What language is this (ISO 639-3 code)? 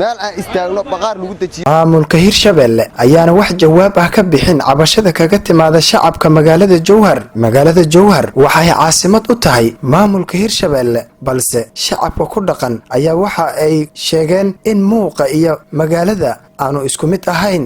som